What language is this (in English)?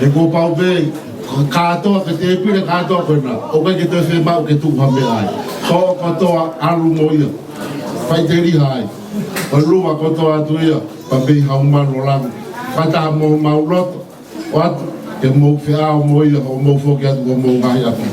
Tongan